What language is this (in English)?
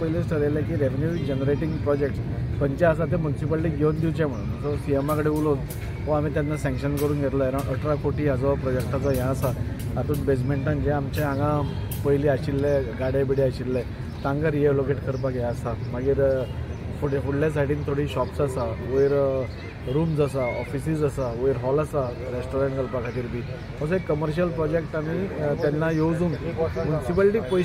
Konkani